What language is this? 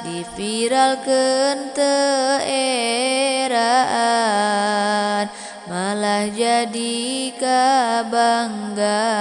Sundanese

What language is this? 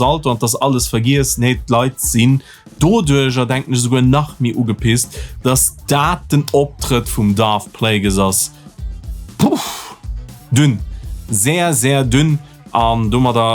Luxembourgish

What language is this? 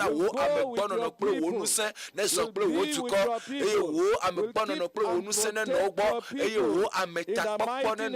Ewe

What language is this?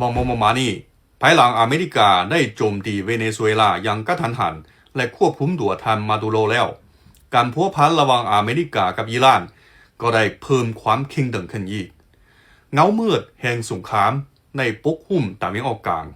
Lao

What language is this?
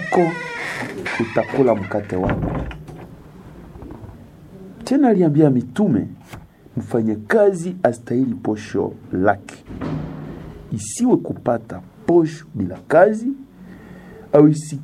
Swahili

